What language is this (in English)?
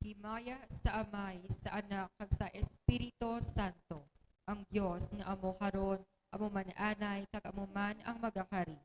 Hiligaynon